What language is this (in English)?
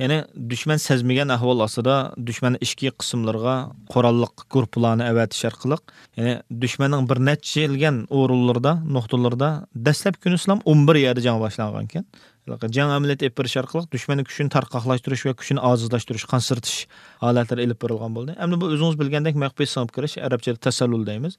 Uyghur